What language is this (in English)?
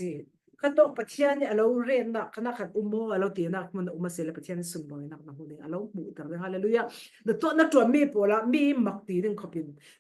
Falam Chin